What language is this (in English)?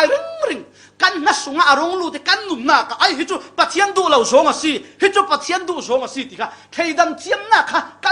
Falam Chin